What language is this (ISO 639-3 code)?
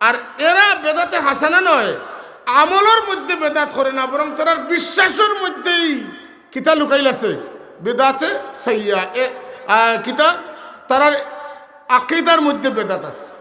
syl